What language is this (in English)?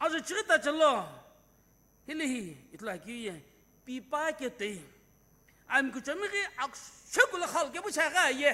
Sumi Naga